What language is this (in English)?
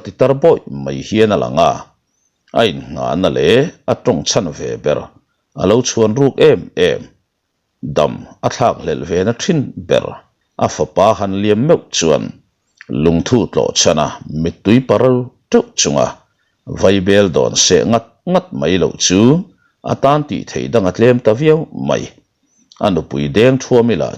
Mizo